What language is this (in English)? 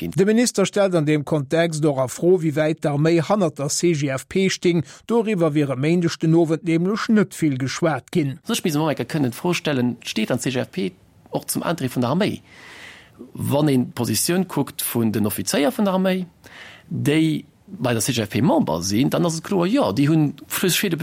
Luxembourgish